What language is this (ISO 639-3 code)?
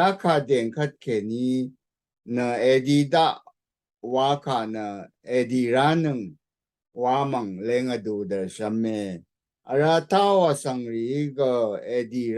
raw